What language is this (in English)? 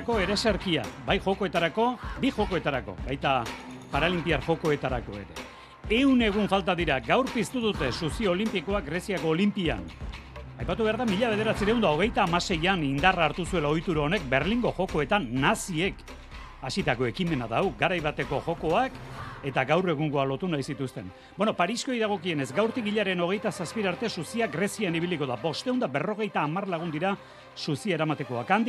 Basque